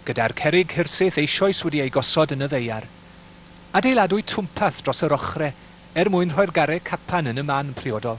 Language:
Welsh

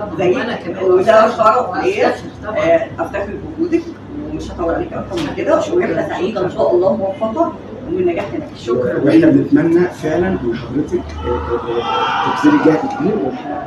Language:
Egyptian Arabic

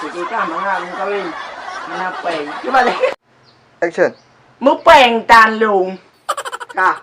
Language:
Achinese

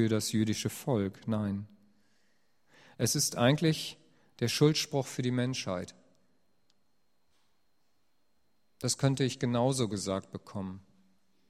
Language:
German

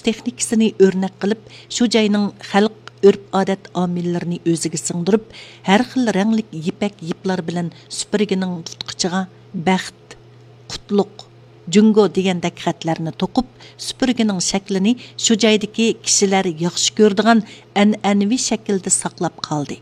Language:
Uyghur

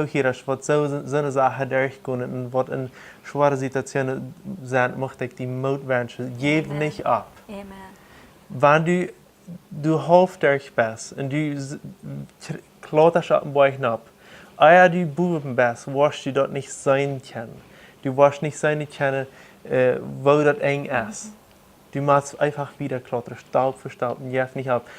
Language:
Plautdietsch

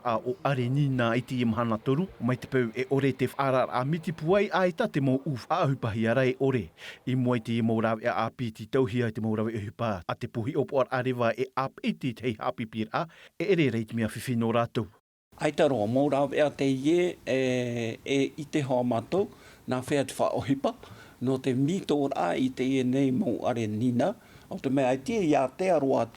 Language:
Tahitian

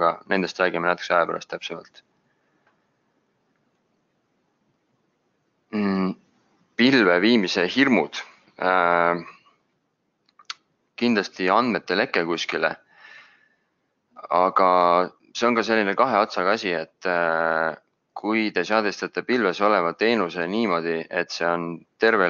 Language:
Estonian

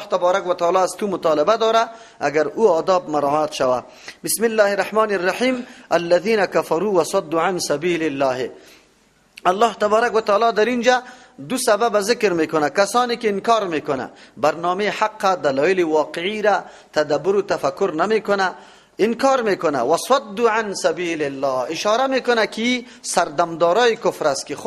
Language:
Persian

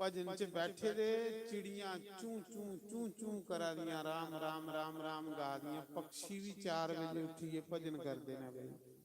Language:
Dogri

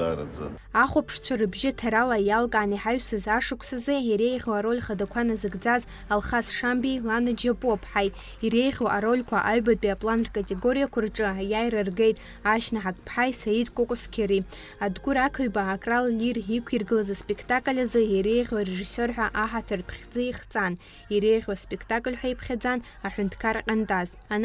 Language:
Abkhazian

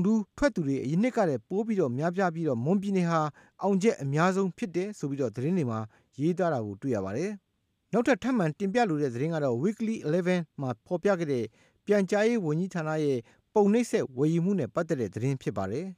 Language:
Burmese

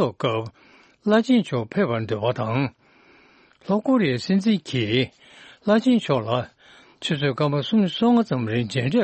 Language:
Tibetan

